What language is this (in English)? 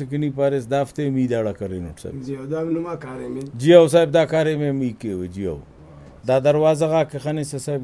Brahui